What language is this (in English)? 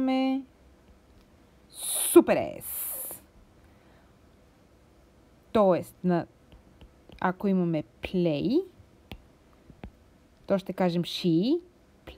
Bulgarian